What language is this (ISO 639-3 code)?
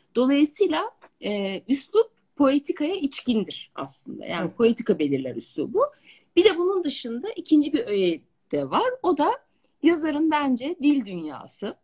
tur